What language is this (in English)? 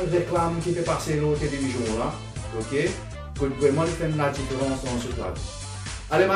Morisyen